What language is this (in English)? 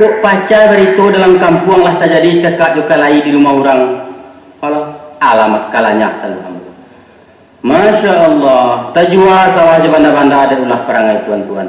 Minangkabau